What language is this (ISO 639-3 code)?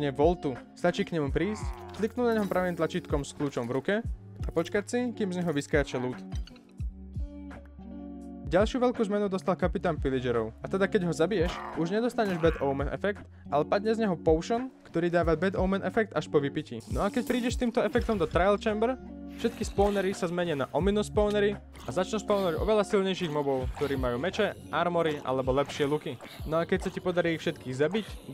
slk